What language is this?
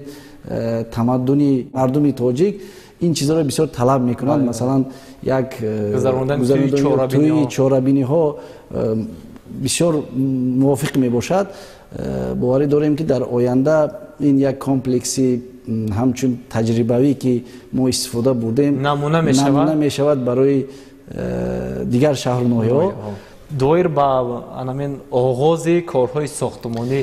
Tajik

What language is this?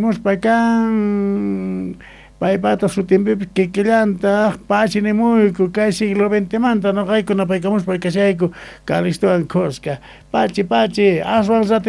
South Bolivian Quechua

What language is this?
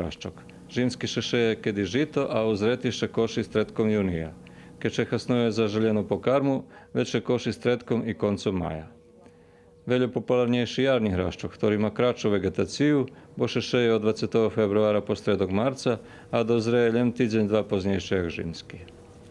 Rusyn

